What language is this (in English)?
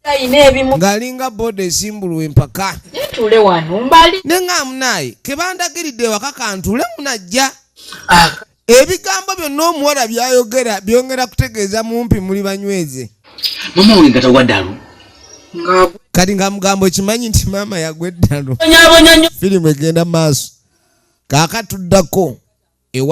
Ganda